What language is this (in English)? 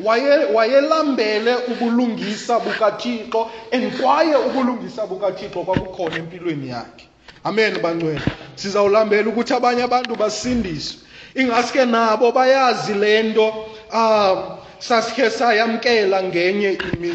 Xhosa